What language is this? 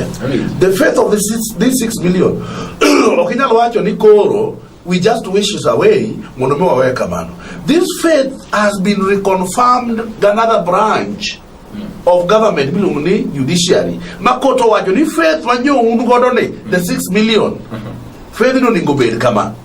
Luo (Kenya and Tanzania)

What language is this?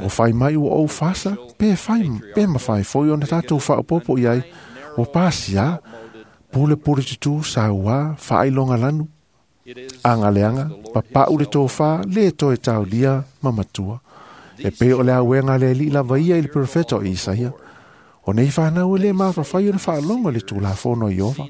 Samoan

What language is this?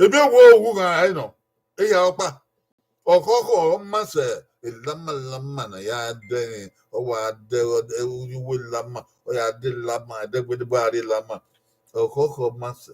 Bini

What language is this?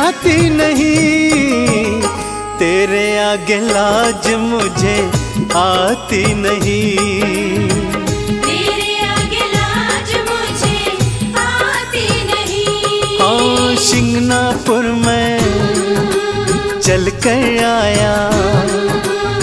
Hindi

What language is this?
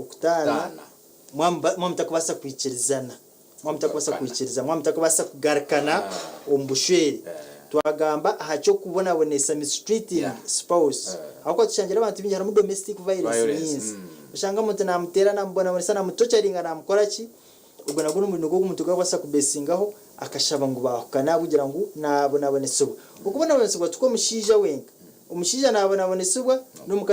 Nyankole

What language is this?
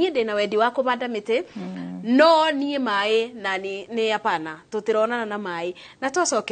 Kikuyu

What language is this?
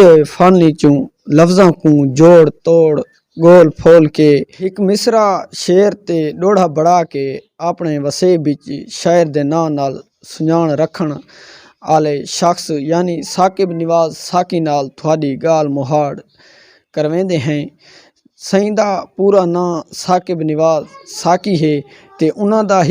Saraiki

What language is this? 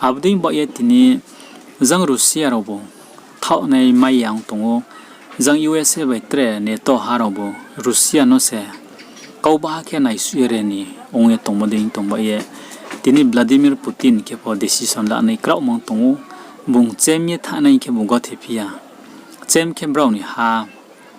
Riang (India)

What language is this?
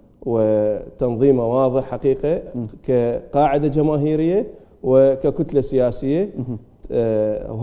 Mesopotamian Arabic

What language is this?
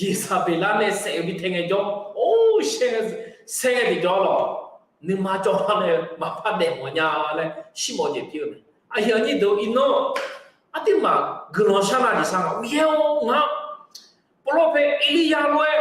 Akha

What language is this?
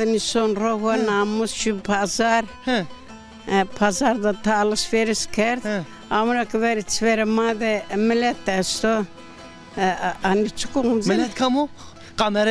Zaza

